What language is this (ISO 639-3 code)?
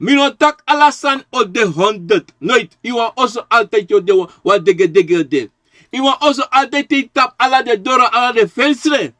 srn